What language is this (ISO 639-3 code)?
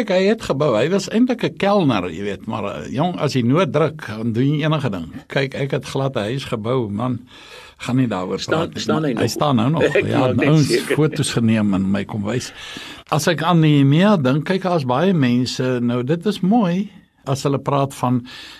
afr